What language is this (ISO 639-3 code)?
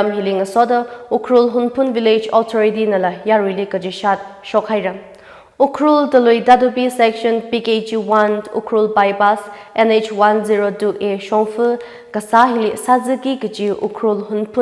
nmf